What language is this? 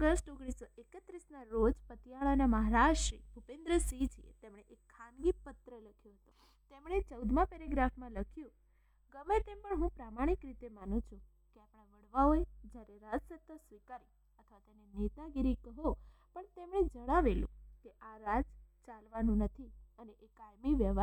Gujarati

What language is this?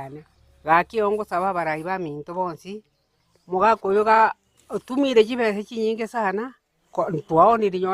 Gusii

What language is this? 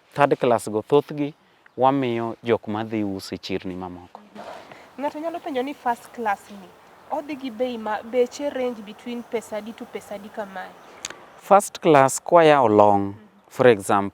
Luo (Kenya and Tanzania)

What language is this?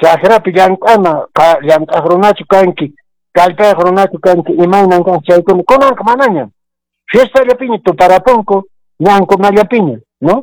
Quechua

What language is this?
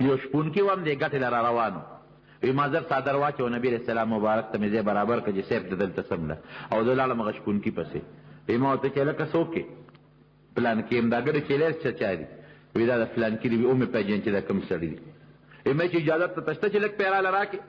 Pashto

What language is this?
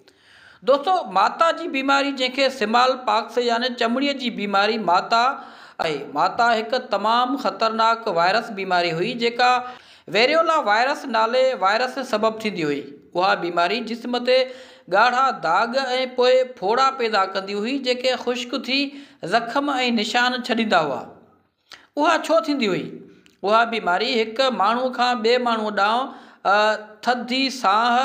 Sindhi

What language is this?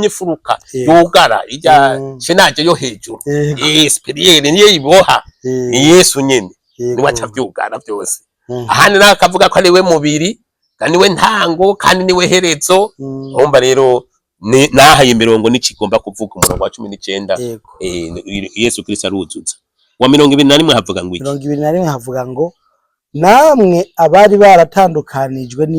Rundi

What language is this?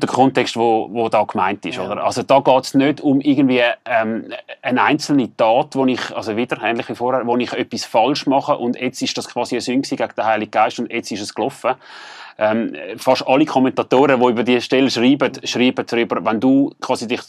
Swiss German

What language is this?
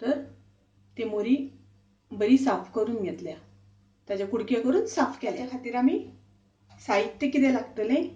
Konkani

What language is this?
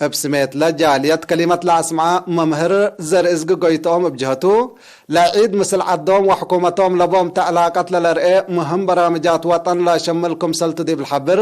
Tigre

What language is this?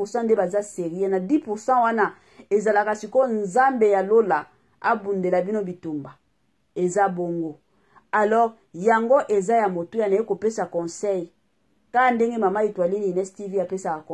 Lingala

